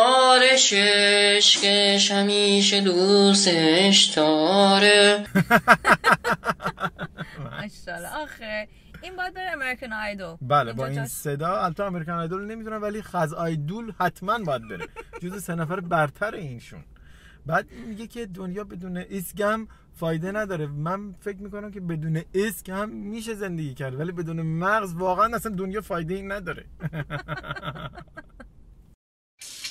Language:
Persian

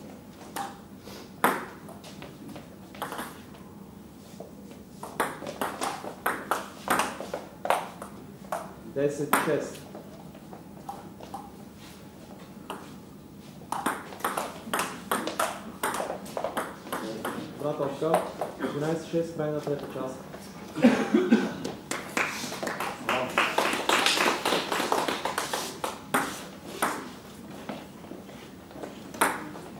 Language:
Bulgarian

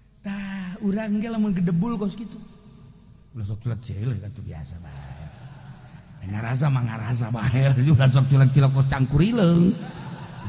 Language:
Sundanese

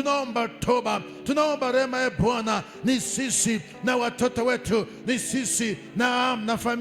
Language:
Swahili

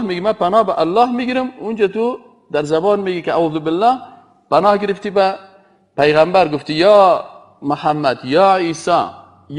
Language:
Persian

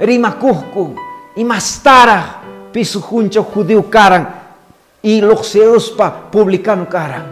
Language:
Quechua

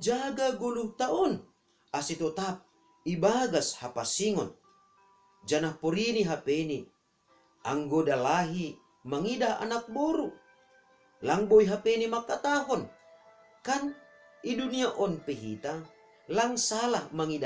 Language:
Batak Simalungun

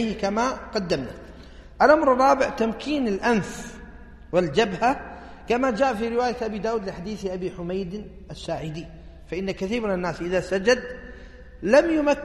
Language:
Arabic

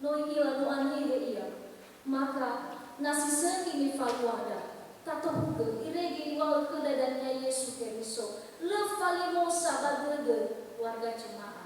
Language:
Nias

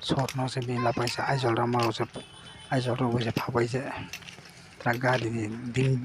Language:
Riang (India)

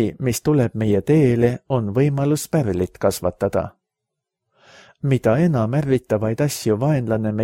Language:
Estonian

